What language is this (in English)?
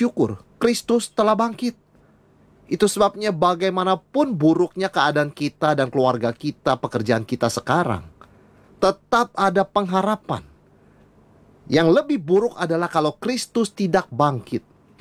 Indonesian